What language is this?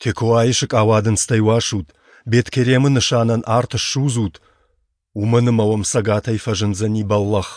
Ossetic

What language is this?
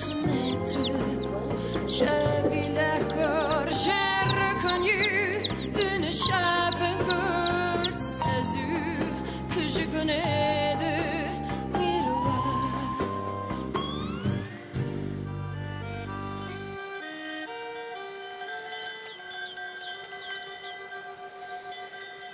Bosnian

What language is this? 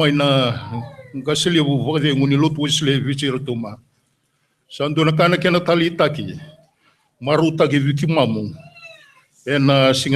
Fijian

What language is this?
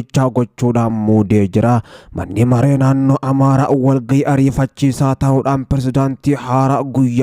Oromo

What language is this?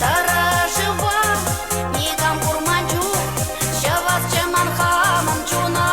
Chuvash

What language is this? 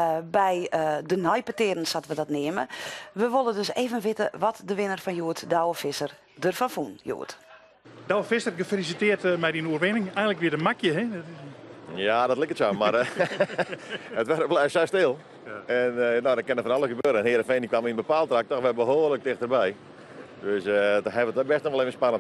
Western Frisian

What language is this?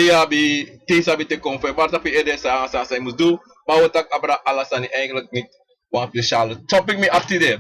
Sranan Tongo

